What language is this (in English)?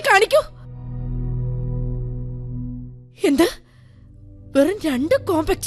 Malayalam